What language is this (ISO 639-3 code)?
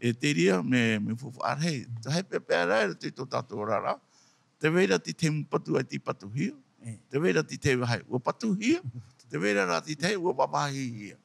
tah